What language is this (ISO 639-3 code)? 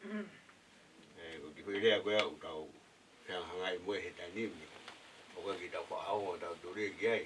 ton